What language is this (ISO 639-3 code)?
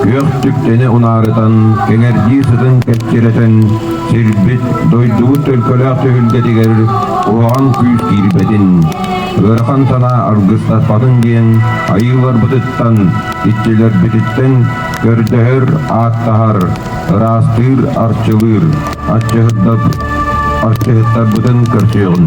sah